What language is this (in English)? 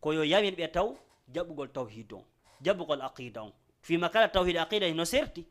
Fula